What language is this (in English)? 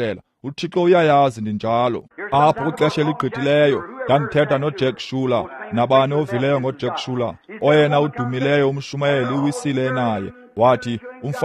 Xhosa